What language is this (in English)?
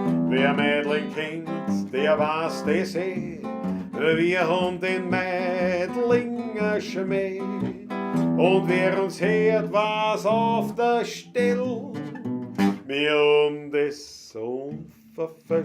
Bavarian